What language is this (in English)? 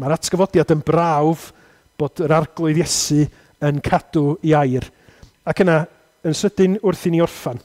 Welsh